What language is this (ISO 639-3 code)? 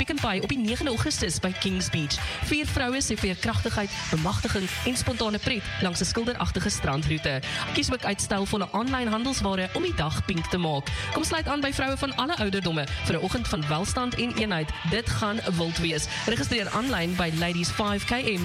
afr